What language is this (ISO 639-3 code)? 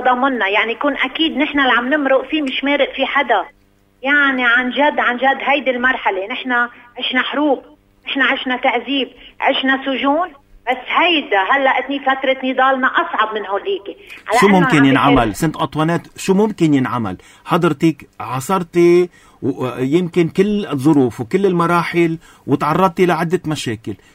apc